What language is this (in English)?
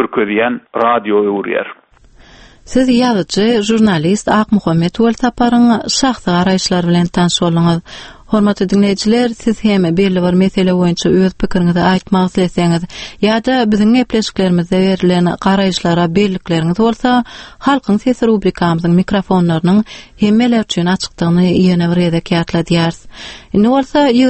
Turkmen